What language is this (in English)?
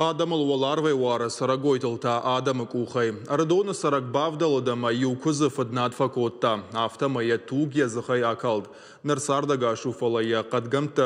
Ossetic